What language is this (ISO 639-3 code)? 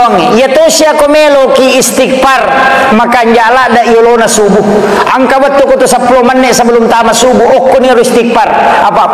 bug